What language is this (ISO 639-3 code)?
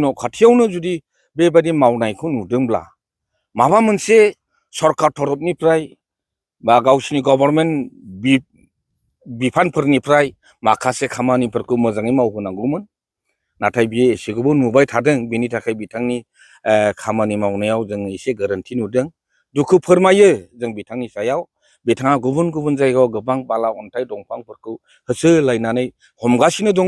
brx